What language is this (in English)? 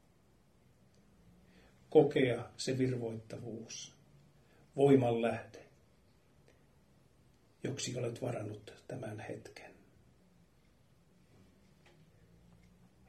Finnish